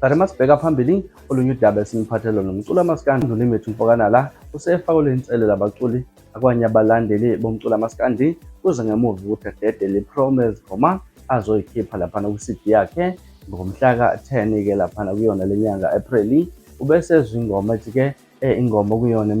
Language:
Zulu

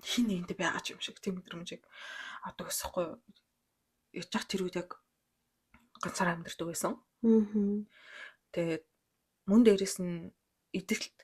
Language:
Mongolian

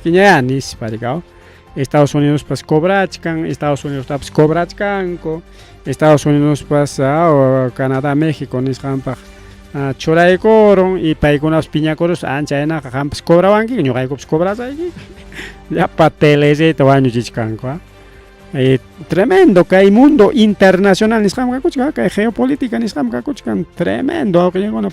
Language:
Ayacucho Quechua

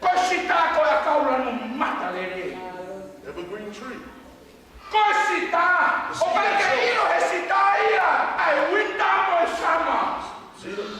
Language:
Tongan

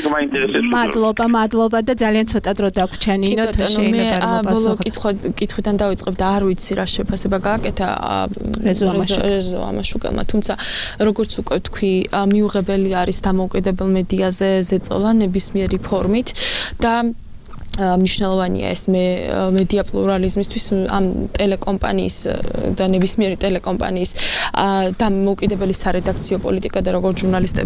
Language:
Georgian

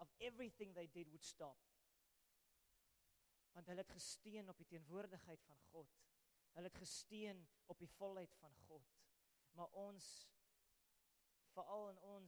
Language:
Afrikaans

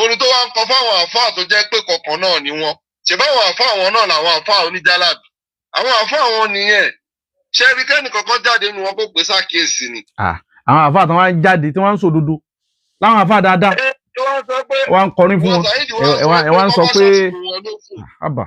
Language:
Yoruba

